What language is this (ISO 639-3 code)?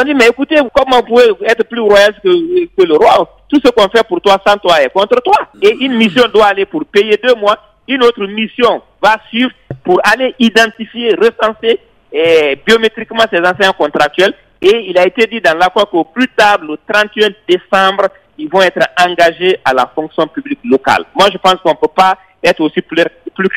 fra